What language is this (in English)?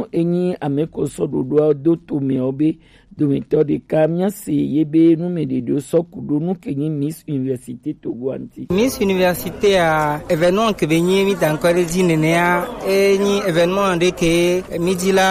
Gen